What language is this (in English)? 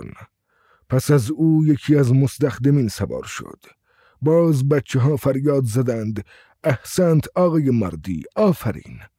Persian